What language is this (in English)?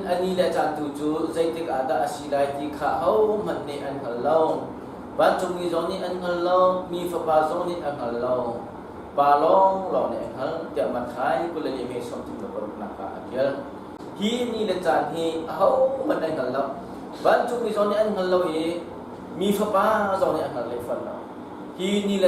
Hakha Chin